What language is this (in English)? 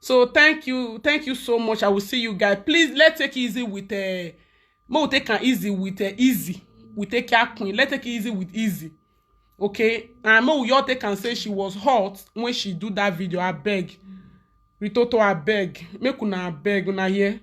Nigerian Pidgin